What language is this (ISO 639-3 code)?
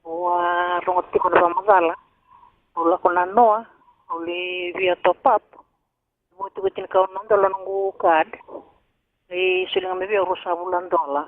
fij